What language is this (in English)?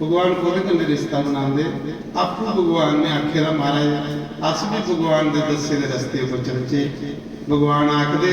Dogri